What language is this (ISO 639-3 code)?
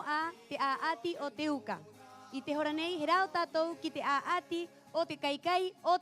rap